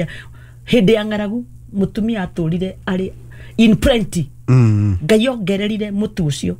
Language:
Kikuyu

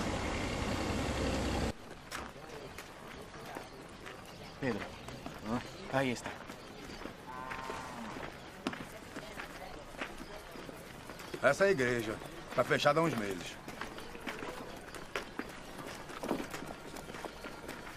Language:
Portuguese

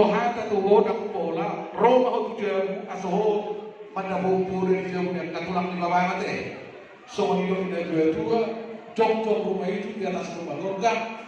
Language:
Batak Toba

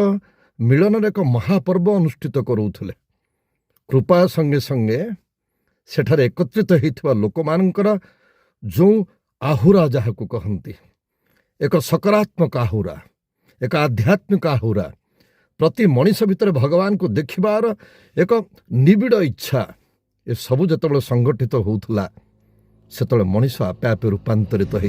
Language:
Odia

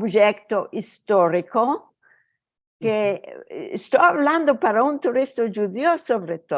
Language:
Ladino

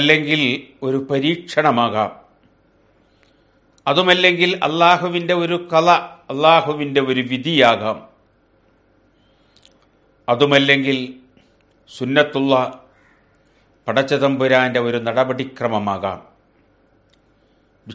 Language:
Malayalam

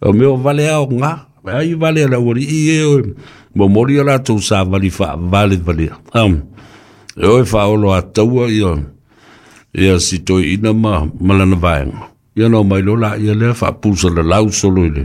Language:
Samoan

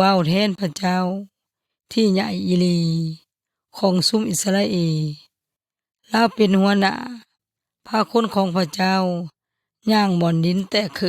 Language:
Yoy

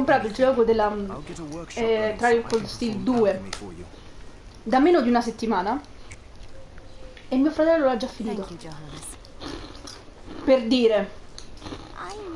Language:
Italian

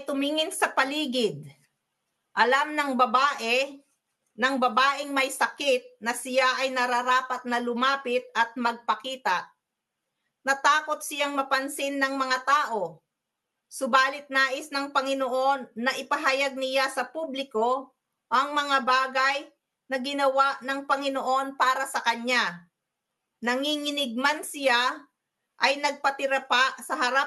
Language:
Filipino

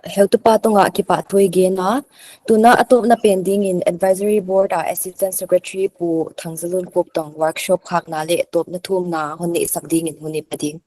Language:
Paite Chin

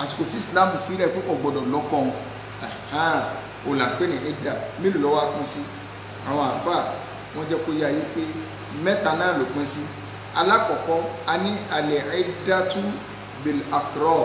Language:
Yoruba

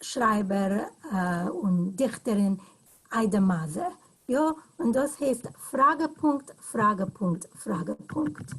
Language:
Yiddish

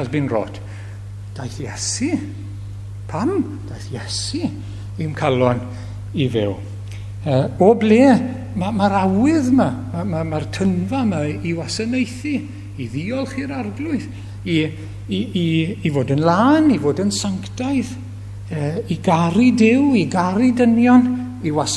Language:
Welsh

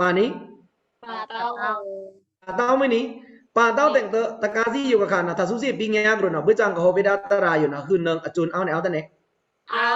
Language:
Pa'o Karen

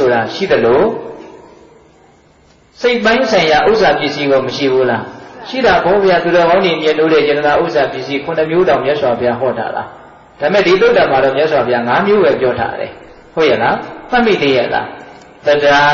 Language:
Burmese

